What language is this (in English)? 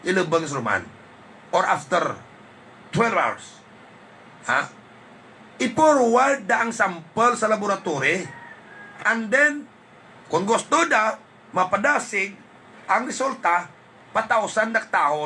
Hiligaynon